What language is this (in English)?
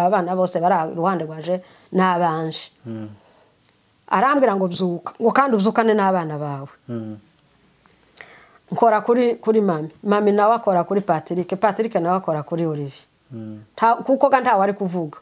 Kinyarwanda